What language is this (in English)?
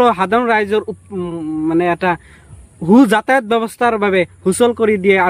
Assamese